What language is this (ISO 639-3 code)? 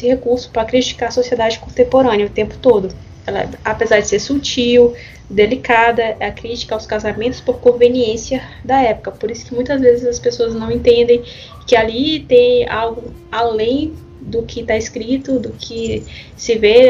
por